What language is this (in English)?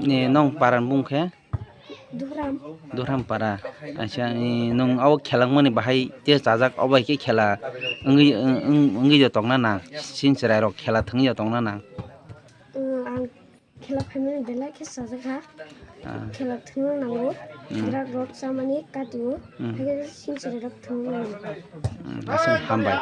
Kok Borok